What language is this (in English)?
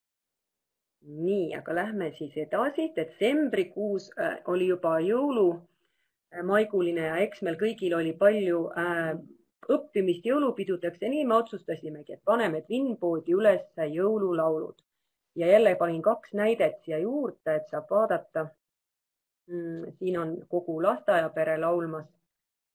Estonian